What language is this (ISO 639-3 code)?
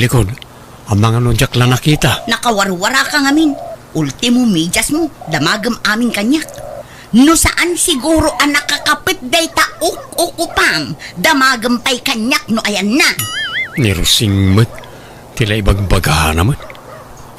ilo